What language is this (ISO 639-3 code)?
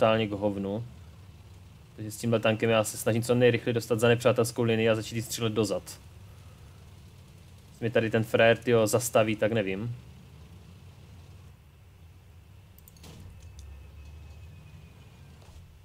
ces